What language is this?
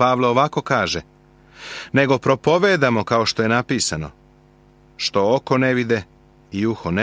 Serbian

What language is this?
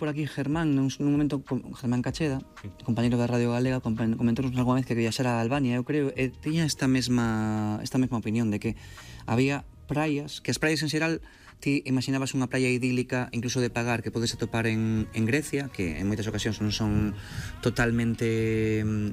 Galician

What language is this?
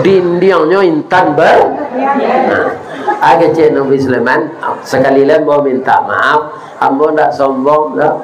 Minangkabau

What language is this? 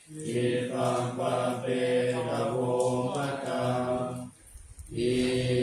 Pali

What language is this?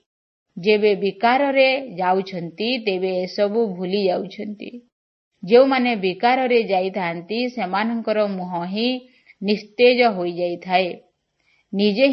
Odia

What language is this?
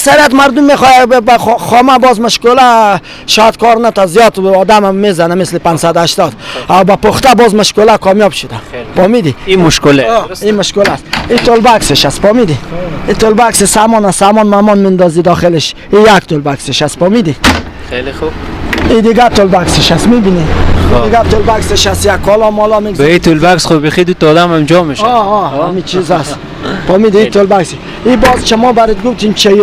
Persian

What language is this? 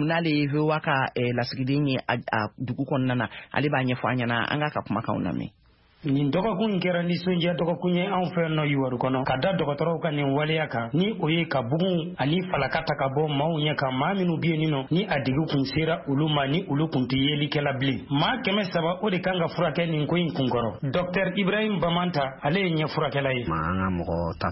Bambara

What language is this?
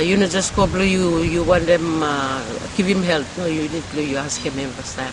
Bislama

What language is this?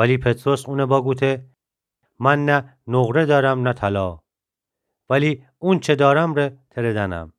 Gilaki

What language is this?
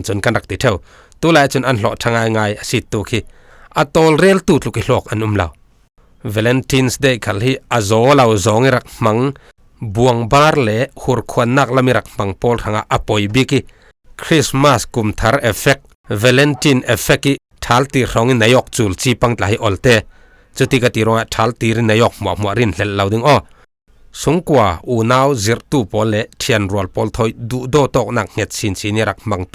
Falam Chin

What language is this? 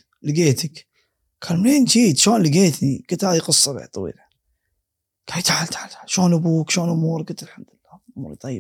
Gulf Arabic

